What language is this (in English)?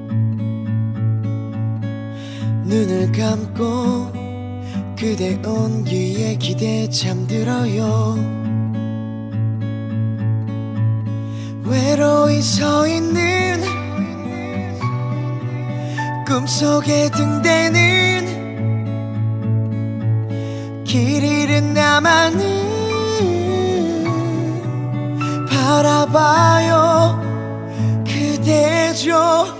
Korean